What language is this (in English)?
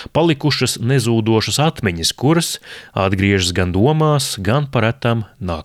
Latvian